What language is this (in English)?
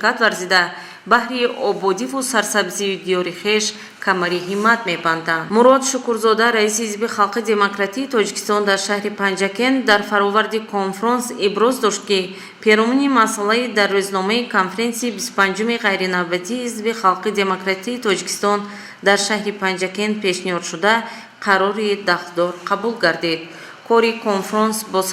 Tajik